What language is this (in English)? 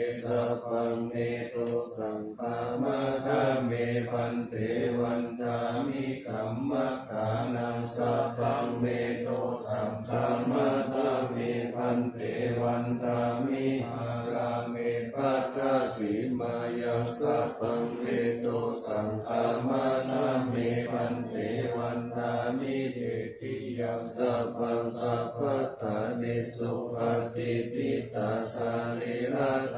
Pali